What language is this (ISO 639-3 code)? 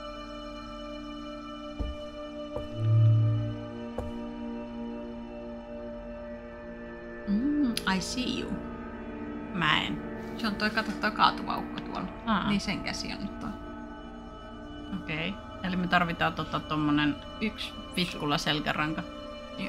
fin